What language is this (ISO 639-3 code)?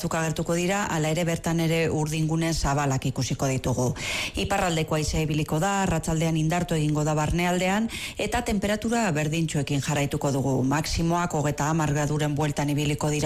eus